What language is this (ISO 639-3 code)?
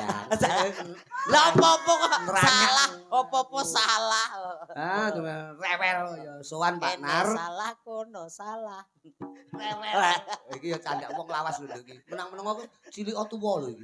jav